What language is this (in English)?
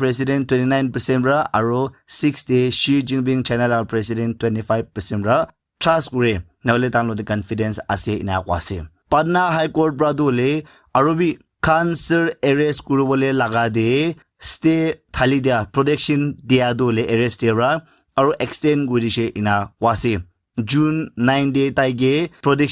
Naga Pidgin